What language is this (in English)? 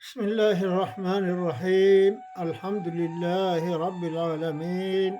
Kurdish